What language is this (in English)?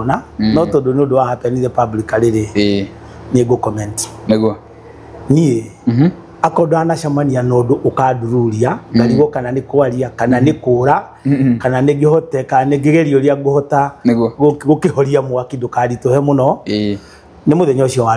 Kikuyu